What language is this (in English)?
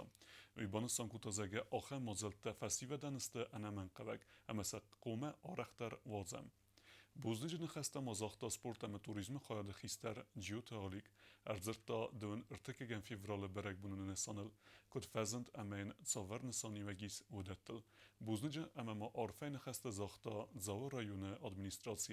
Ossetic